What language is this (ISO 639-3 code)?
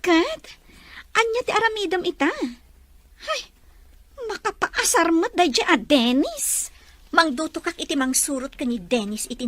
ilo